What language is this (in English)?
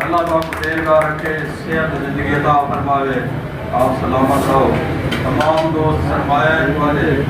Saraiki